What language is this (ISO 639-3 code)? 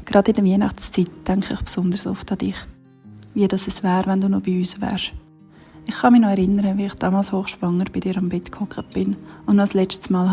gsw